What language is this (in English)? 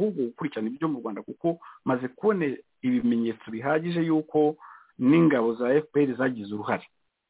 Kinyarwanda